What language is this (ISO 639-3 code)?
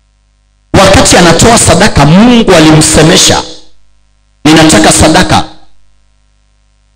swa